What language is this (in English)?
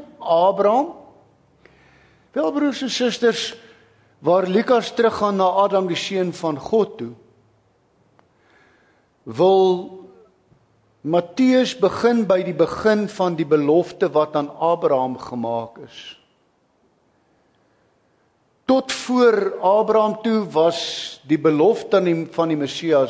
Afrikaans